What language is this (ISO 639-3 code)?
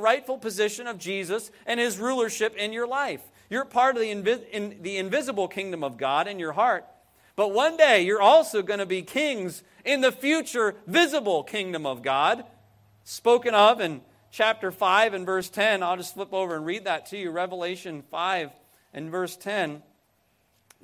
eng